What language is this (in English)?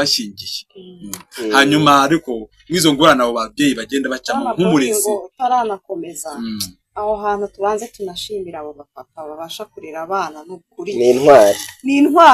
Kinyarwanda